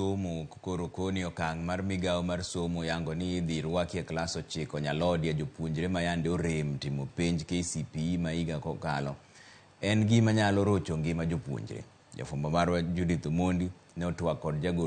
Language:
Luo (Kenya and Tanzania)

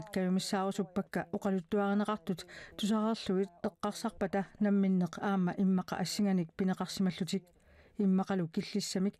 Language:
Kalaallisut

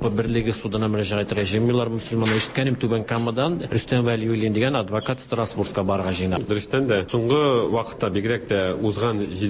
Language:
Tatar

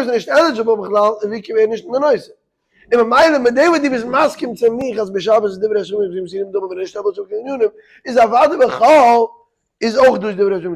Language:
Yiddish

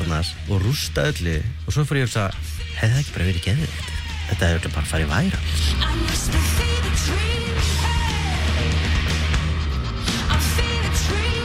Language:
Icelandic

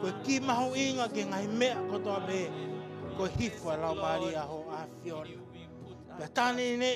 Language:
Tongan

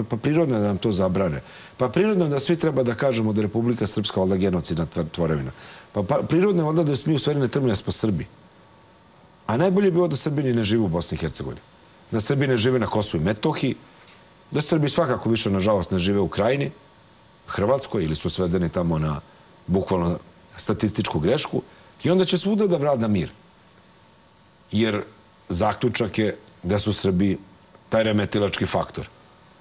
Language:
Serbian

